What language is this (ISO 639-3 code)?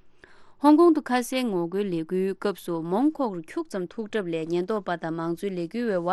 bod